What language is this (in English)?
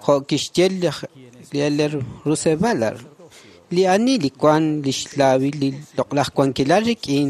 Kekchí